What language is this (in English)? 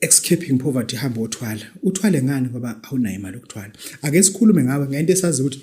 Zulu